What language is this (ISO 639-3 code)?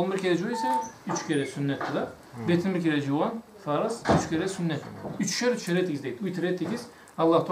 krc